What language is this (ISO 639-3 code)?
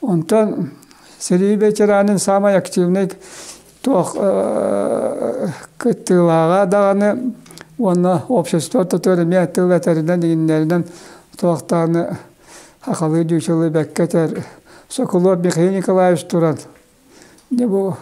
sah